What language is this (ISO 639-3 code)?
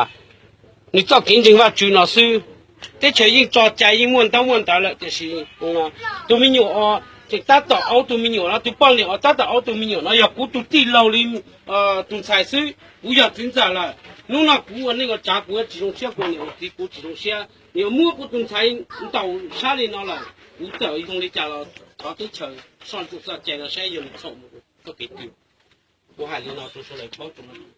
hmn